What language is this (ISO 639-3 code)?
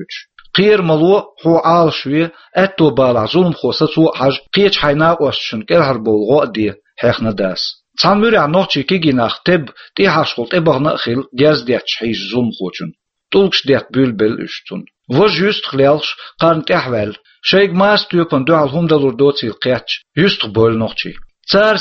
che